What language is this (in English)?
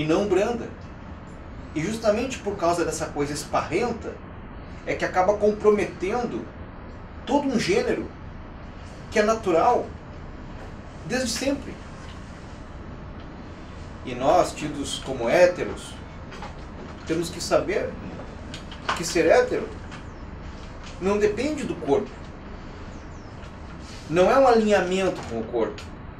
Portuguese